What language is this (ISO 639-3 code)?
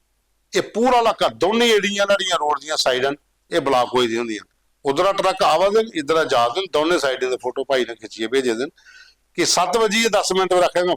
doi